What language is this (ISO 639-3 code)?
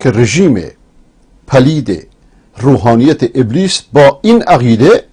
fas